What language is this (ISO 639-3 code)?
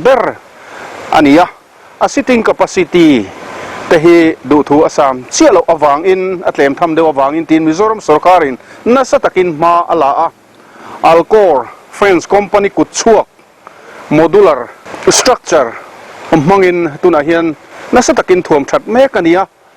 lus